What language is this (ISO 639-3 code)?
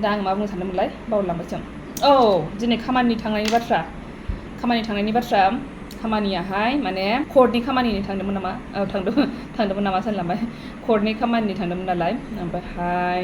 brx